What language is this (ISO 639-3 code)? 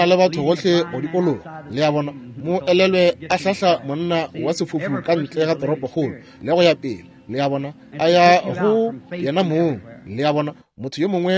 nso